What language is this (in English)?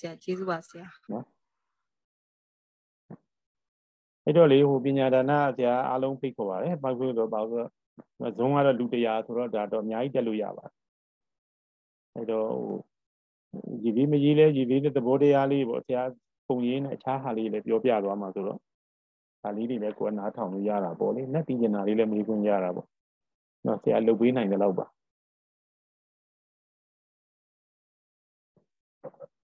Burmese